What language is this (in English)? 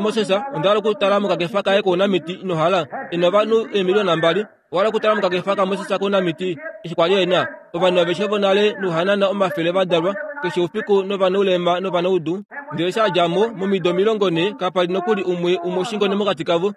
Kuanyama